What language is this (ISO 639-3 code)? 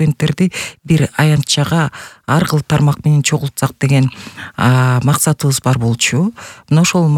kir